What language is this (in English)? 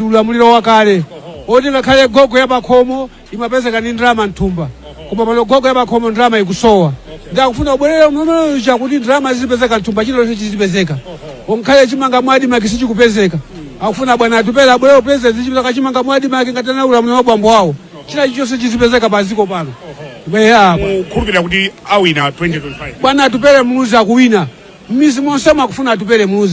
Nyanja